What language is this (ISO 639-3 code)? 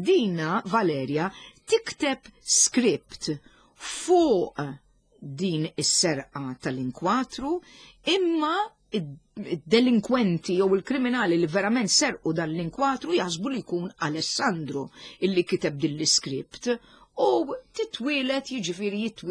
mlt